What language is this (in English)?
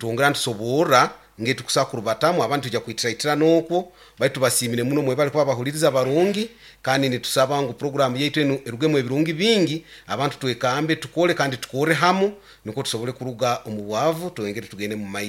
Nyoro